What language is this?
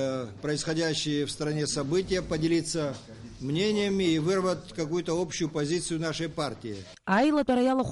Abkhazian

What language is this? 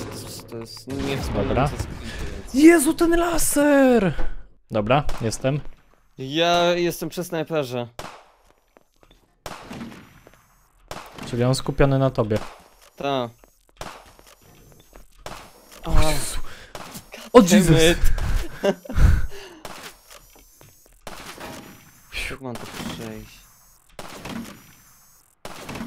Polish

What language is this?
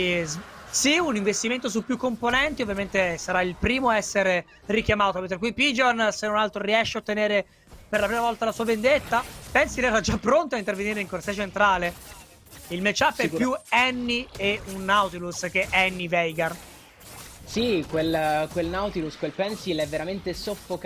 Italian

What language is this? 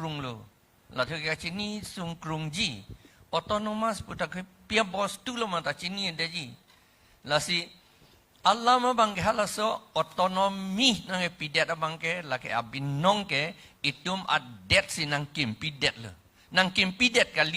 Karbi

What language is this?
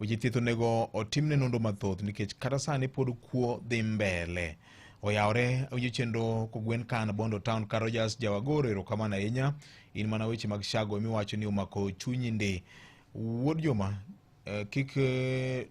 Luo (Kenya and Tanzania)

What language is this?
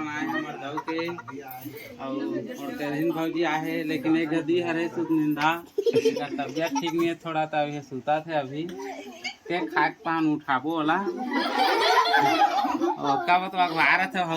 Chhattisgarhi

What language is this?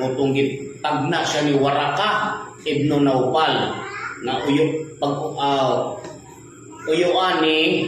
Cebuano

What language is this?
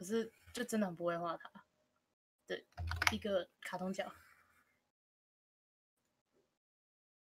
Chinese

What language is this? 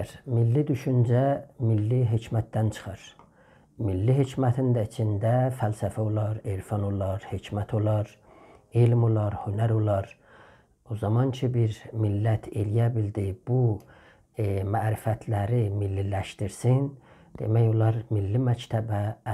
South Azerbaijani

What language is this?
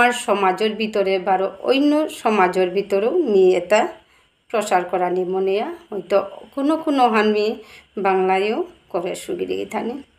Bishnupriya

